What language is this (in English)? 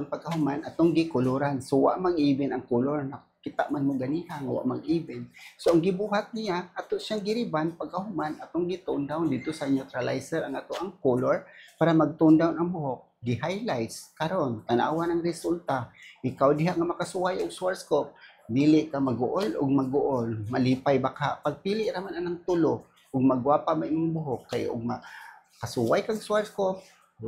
Cebuano